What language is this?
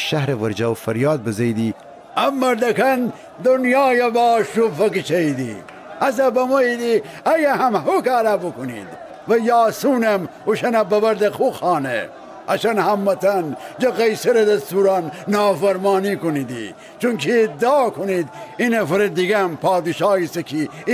Gilaki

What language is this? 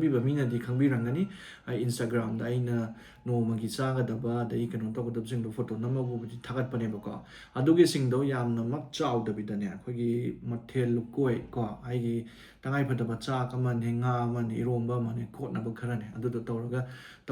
Manipuri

